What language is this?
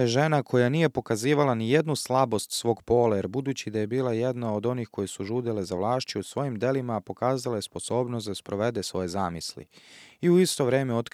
Serbian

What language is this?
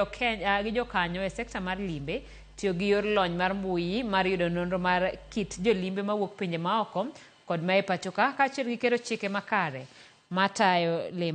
Luo (Kenya and Tanzania)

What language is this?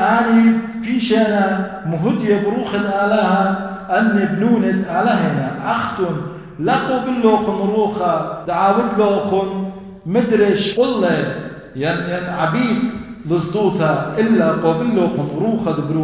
Assyrian Neo-Aramaic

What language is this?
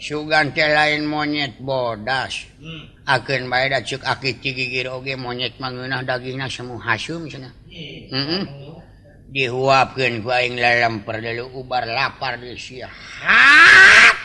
Sundanese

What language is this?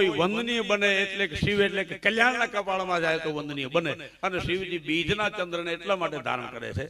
Gujarati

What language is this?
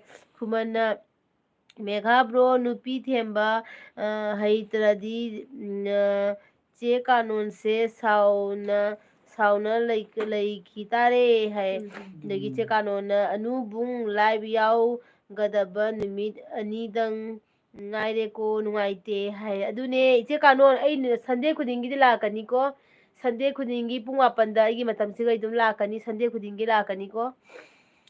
Manipuri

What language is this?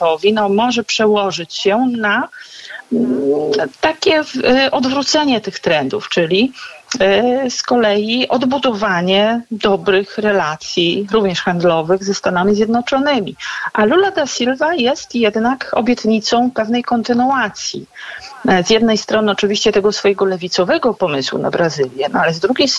Polish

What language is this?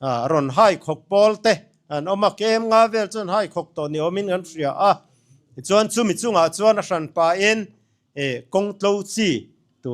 Mizo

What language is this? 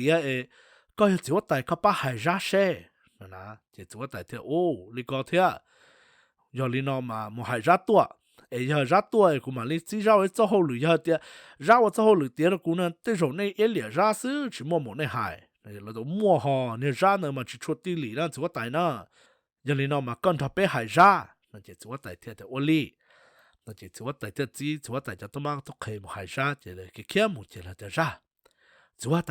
Hmong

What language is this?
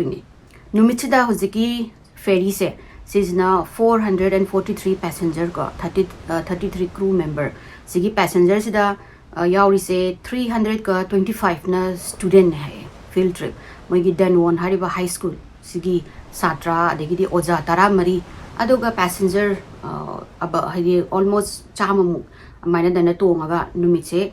Manipuri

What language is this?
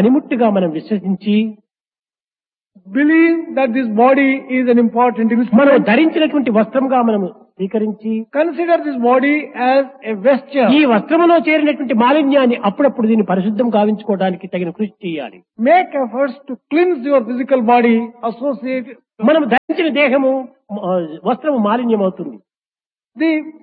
Telugu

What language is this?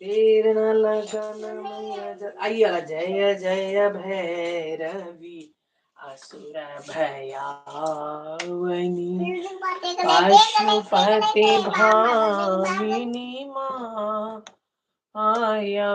Maithili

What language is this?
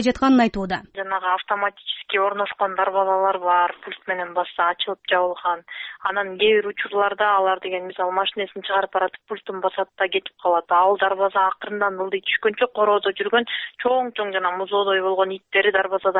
Kyrgyz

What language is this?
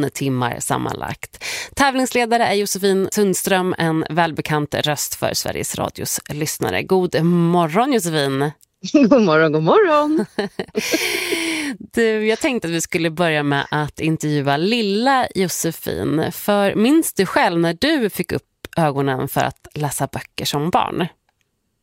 Swedish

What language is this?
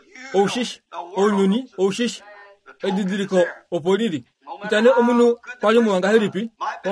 Kuanyama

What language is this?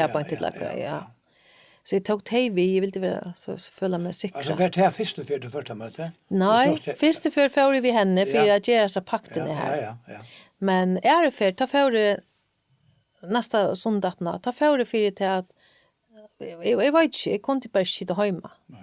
Faroese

